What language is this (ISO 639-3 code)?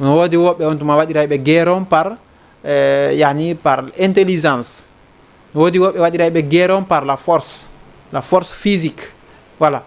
ful